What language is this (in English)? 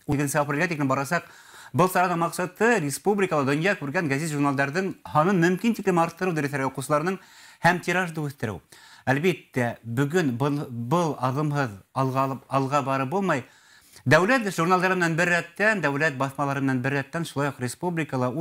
Bashkir